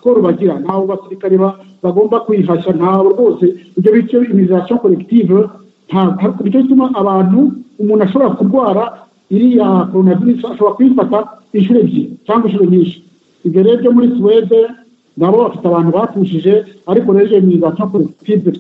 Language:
Kinyarwanda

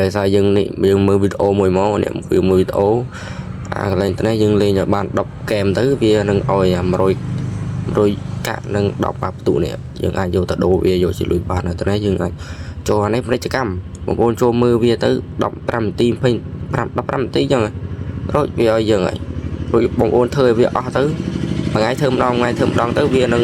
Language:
Khmer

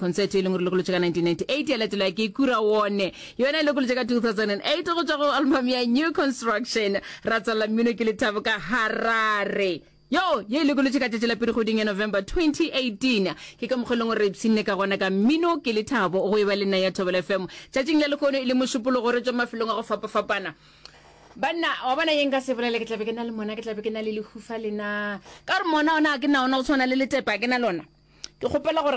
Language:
Northern Sotho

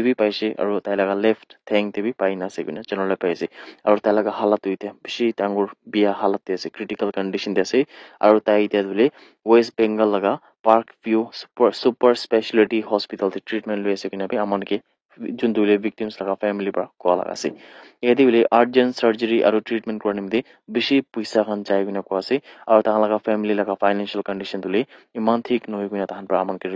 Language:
Naga Pidgin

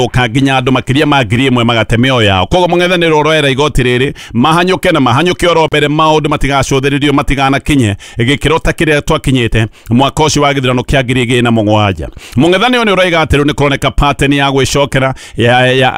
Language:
Kikuyu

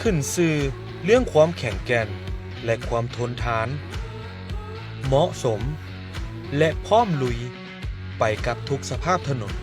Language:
Lao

